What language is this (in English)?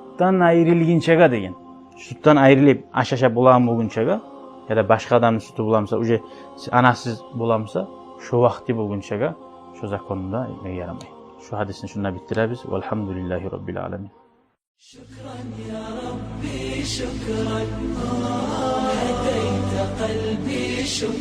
Kumyk